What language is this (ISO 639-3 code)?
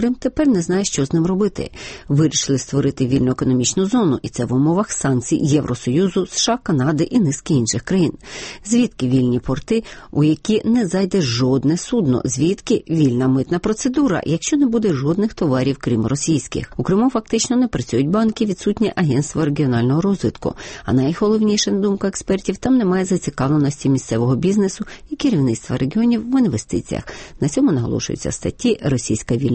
ukr